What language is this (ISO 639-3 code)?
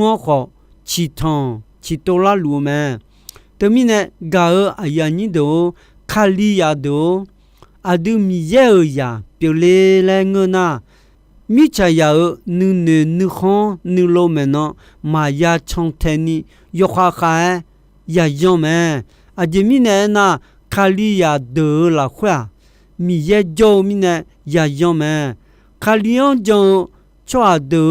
ahk